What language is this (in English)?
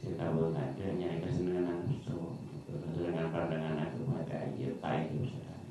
Madurese